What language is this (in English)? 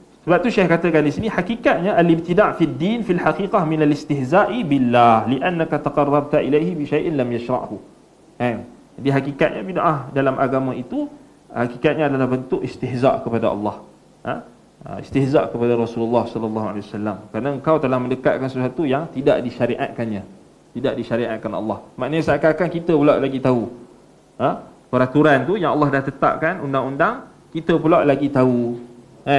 Malay